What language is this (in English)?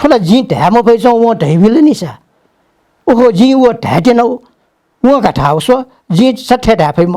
Newari